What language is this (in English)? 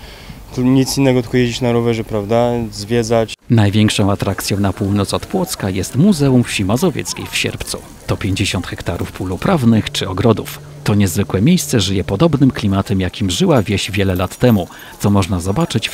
Polish